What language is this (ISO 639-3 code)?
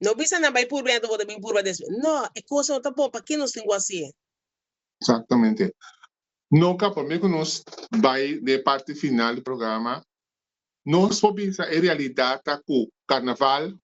pap